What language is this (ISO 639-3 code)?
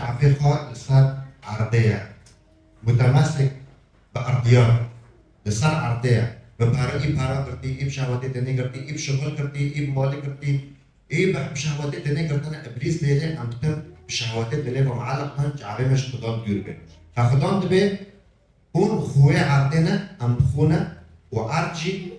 kur